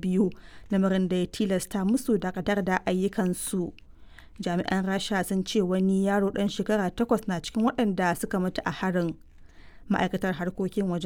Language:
Hausa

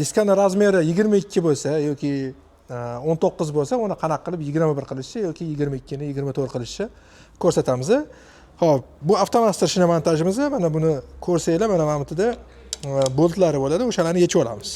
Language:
Uzbek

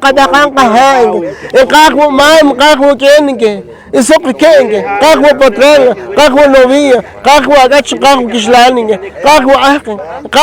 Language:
Poqomchi'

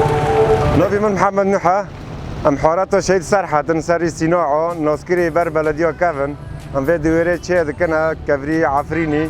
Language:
Kurdish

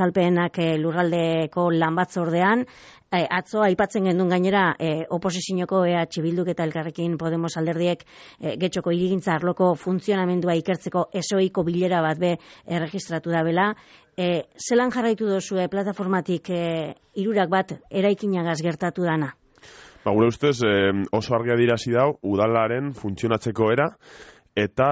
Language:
Basque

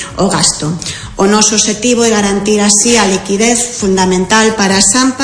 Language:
Galician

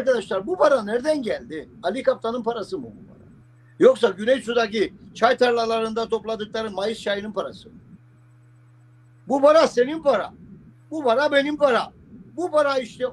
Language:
Turkish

